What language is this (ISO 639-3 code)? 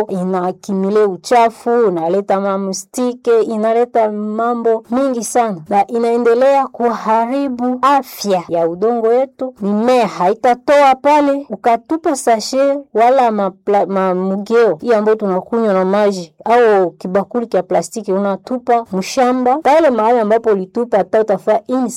swa